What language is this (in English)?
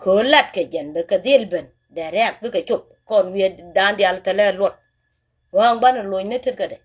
Nuer